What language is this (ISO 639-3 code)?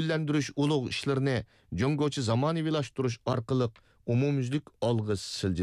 uig